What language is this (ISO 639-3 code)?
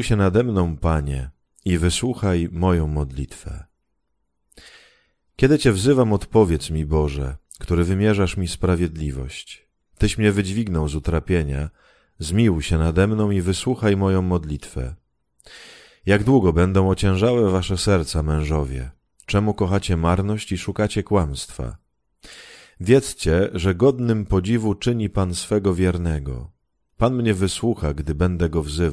pol